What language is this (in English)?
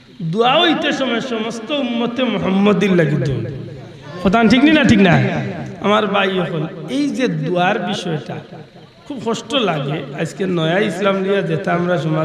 Sylheti